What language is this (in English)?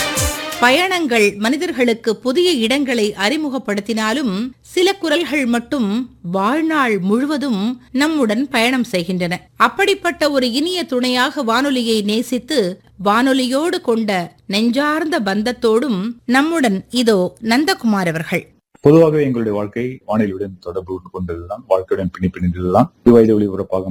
Tamil